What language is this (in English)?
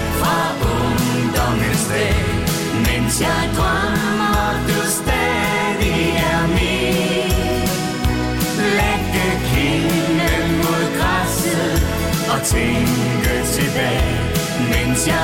Danish